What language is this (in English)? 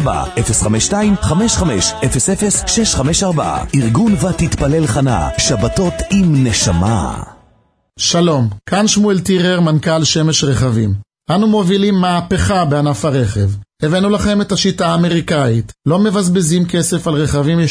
Hebrew